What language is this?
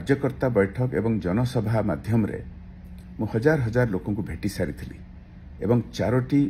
Odia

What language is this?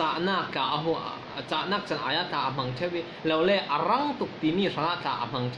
Falam Chin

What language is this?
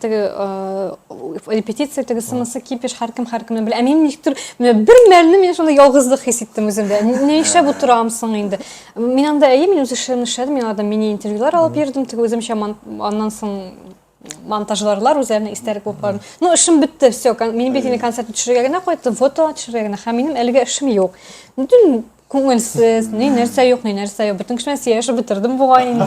Tatar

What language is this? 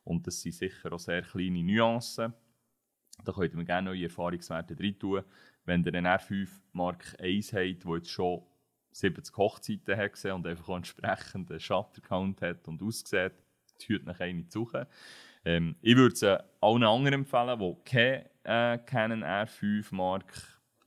Swiss German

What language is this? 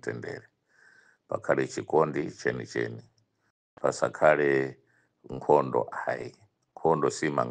Nyanja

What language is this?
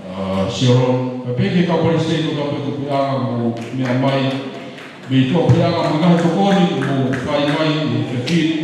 Tongan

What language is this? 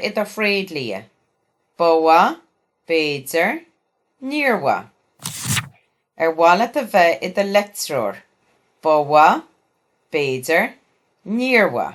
Irish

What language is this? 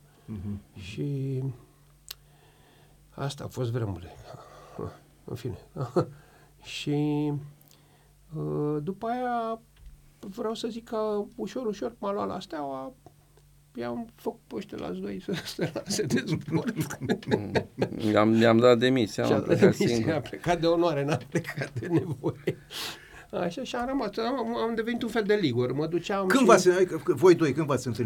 Romanian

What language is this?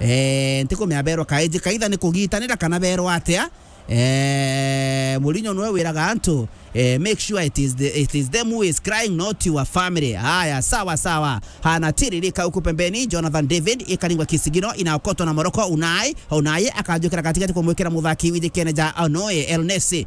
Meru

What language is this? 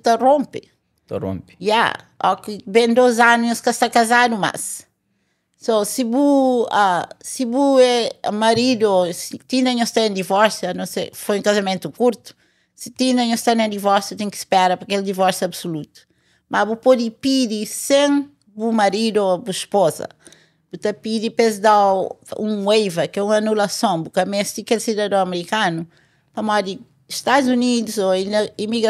Kabuverdianu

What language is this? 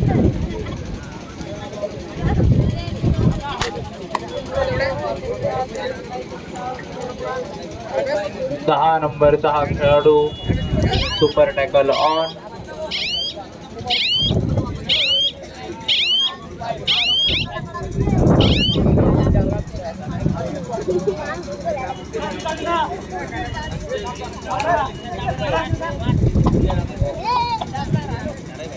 Marathi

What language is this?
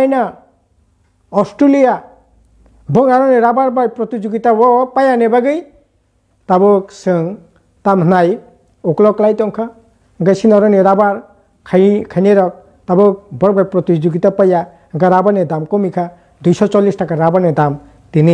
Kok Borok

